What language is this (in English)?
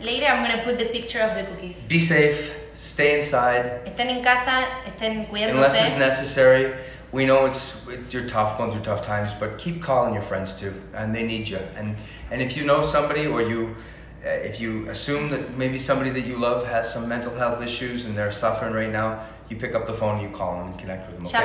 English